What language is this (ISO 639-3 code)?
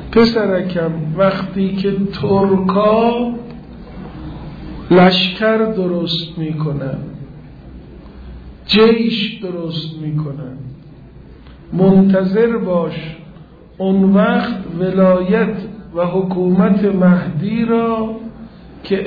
fas